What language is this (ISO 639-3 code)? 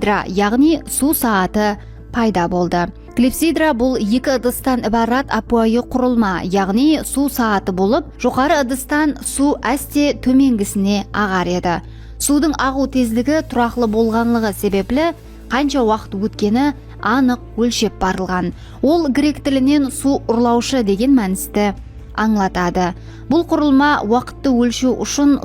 kaa